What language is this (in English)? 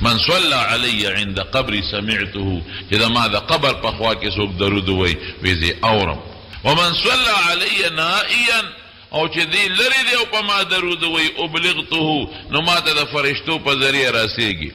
Pashto